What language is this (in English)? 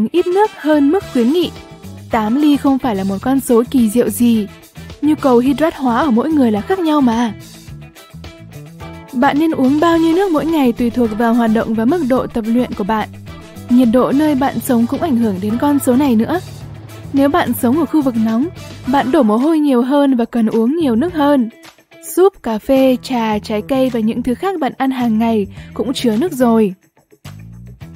Vietnamese